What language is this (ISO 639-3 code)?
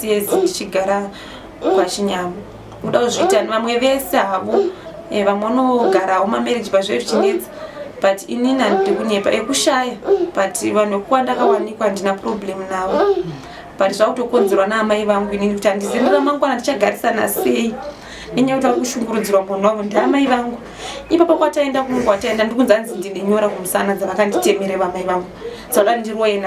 sna